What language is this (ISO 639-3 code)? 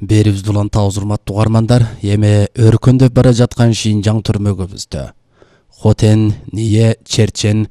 kir